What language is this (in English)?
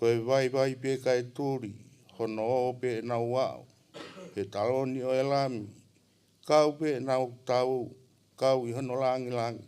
Tongan